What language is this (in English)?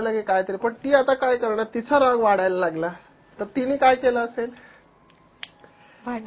Marathi